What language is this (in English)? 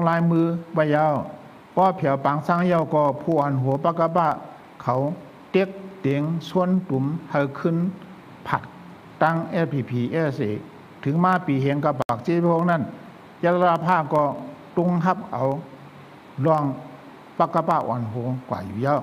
Shan